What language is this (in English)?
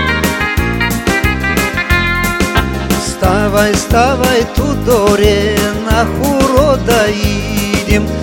Bulgarian